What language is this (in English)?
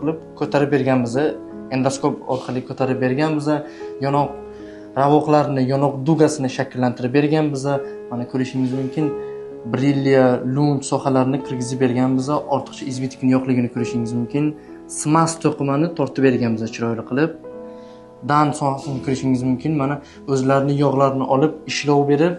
Uzbek